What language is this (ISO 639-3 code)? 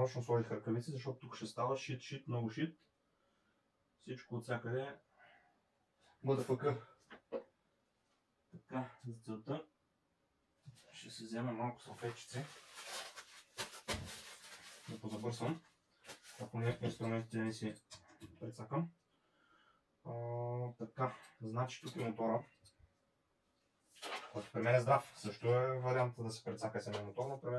bul